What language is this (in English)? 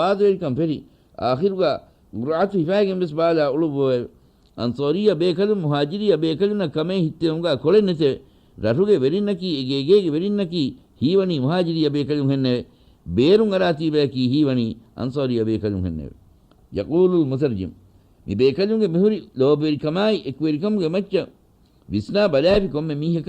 Divehi